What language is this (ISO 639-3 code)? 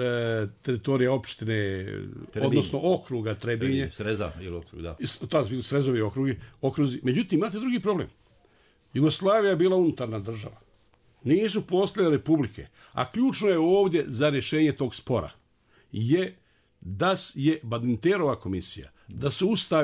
bos